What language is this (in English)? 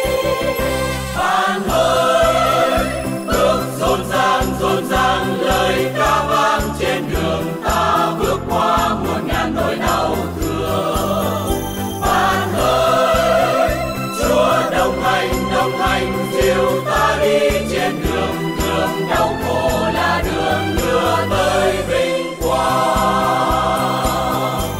Vietnamese